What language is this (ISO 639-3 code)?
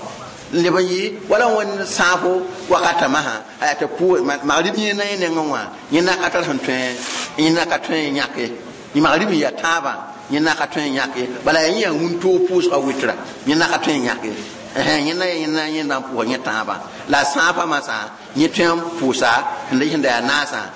mos